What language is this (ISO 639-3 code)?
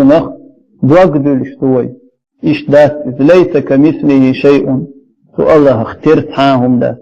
che